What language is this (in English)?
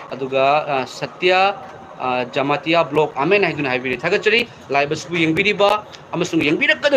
Manipuri